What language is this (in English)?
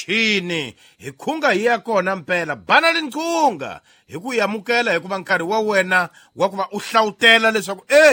Tsonga